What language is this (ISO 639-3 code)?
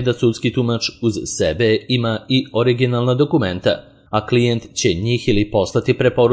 srp